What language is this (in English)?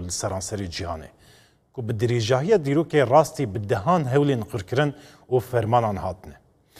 Kurdish